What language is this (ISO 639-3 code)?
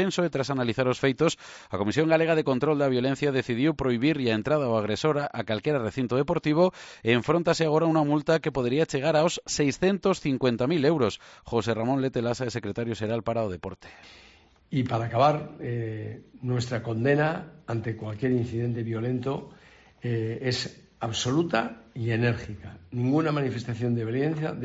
glg